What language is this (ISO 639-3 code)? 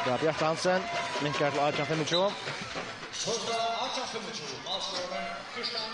fao